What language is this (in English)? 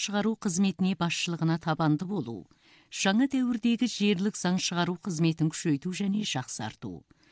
Kazakh